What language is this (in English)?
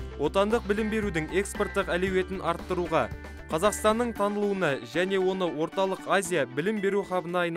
Kazakh